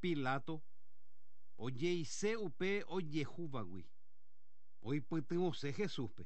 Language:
Guarani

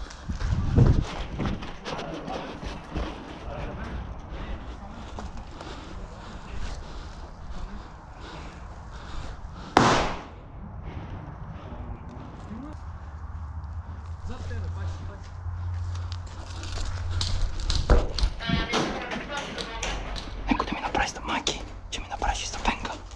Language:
Bulgarian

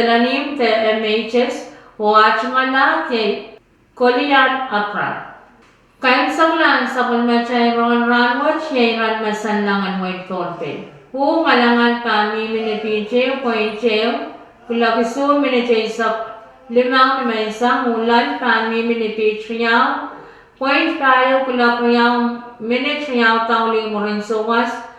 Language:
Pohnpeian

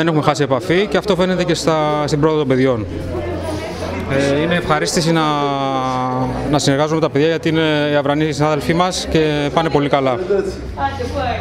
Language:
Greek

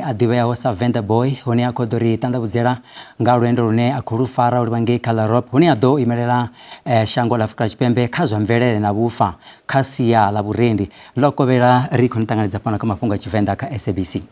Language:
Venda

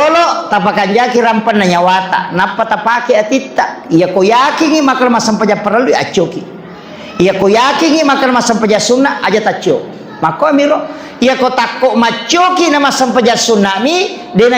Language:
Buginese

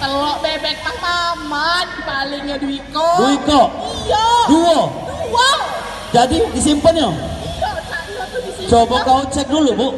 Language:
Musi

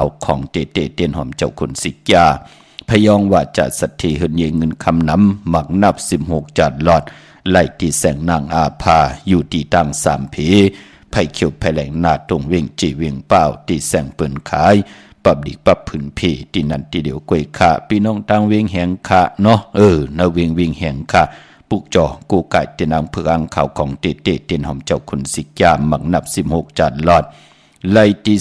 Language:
Shan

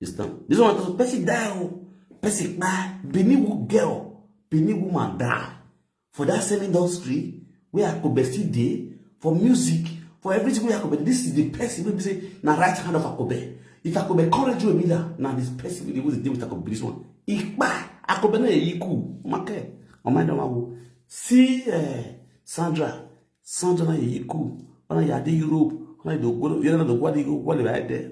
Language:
Nigerian Pidgin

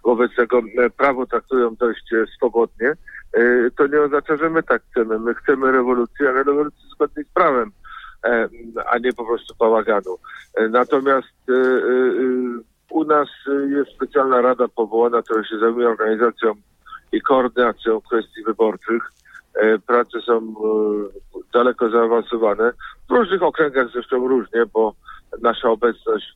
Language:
Polish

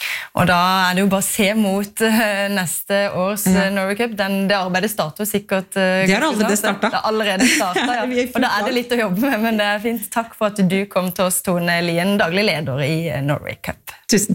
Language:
Norwegian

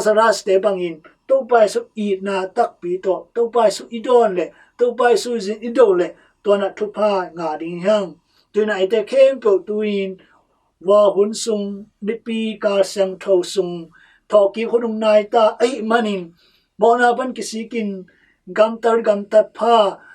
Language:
Tedim Chin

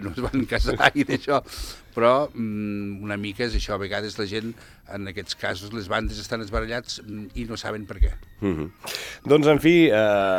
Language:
Catalan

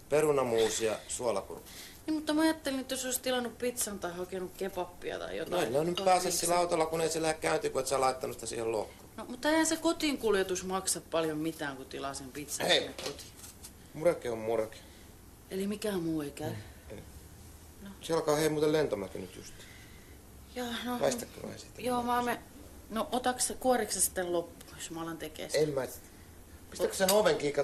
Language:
Finnish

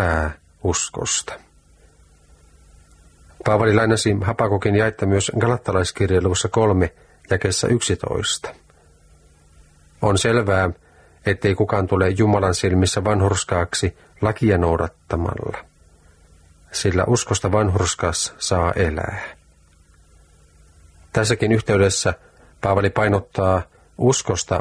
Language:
Finnish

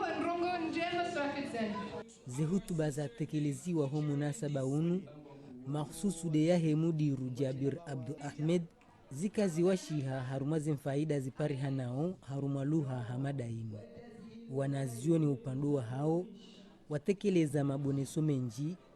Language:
Ngazidja Comorian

